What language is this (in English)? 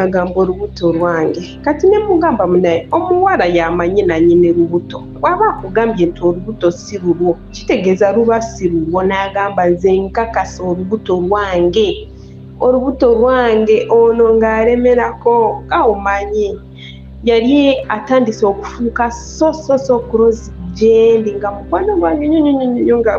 Ganda